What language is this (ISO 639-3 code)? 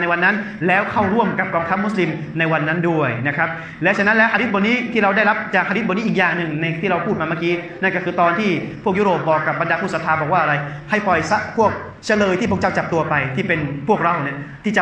tha